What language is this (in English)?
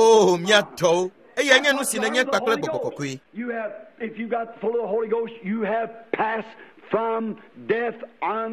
Ewe